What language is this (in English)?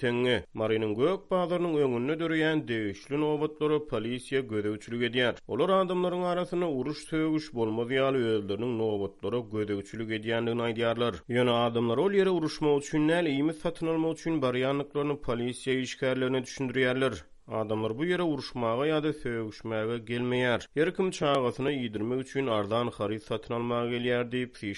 Turkmen